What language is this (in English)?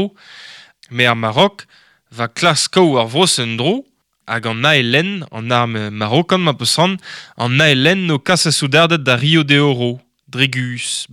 Breton